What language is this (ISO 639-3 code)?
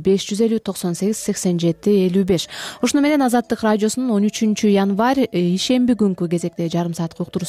kir